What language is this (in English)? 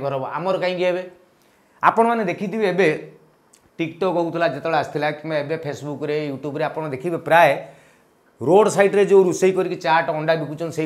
Odia